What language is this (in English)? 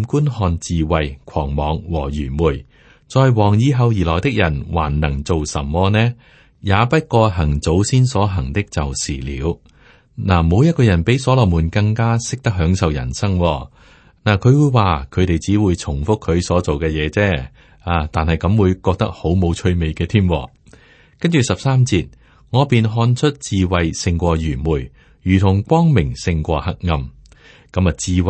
Cantonese